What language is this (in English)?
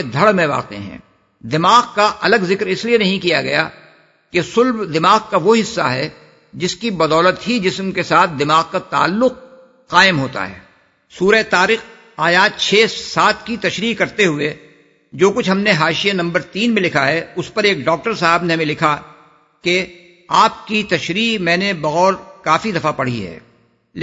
Urdu